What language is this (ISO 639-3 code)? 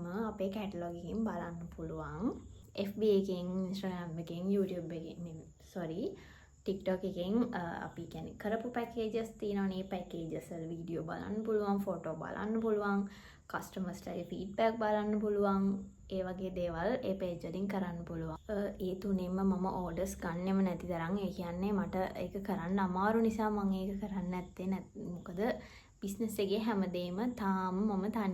sin